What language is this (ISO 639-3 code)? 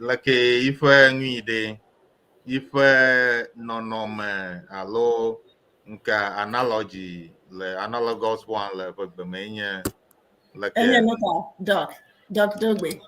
ewe